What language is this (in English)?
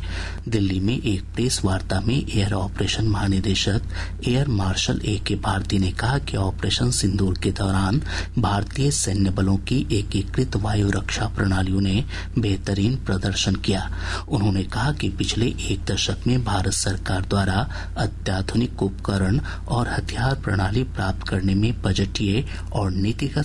Hindi